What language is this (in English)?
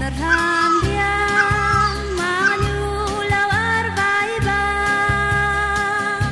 Hakha Chin